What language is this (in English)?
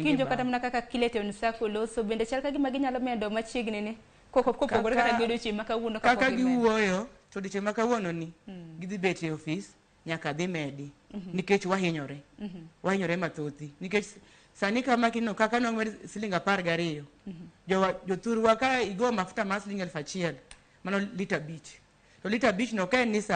Luo (Kenya and Tanzania)